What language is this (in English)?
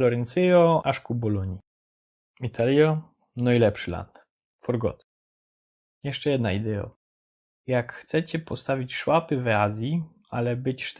Silesian